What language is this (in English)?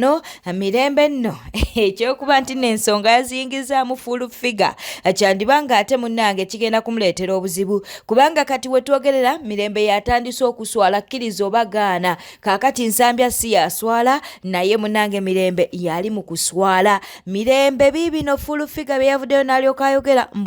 Ganda